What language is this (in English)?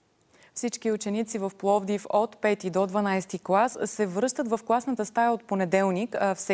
Bulgarian